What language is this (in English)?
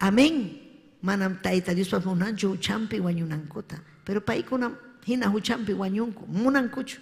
Ayacucho Quechua